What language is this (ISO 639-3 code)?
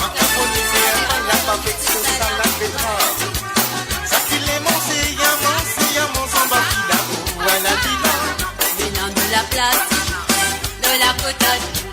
mfe